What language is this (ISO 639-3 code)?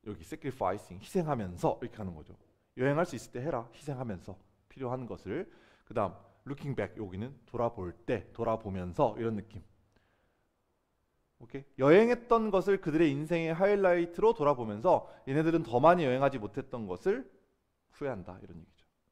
kor